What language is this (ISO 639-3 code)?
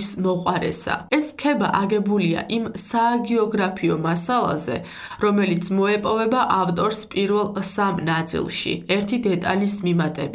kat